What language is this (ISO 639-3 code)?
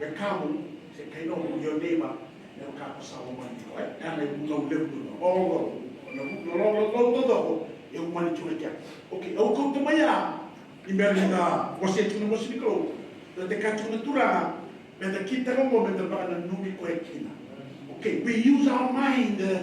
fij